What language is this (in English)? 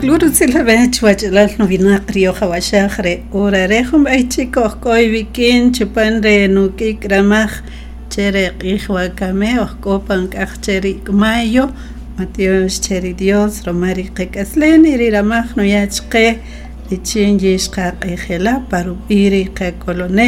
Kaqchikel